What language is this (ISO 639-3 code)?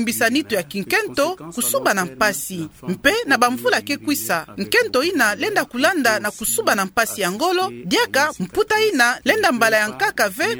ktu